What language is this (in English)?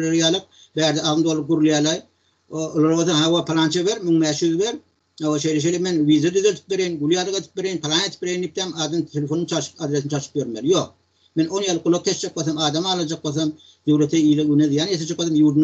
Turkmen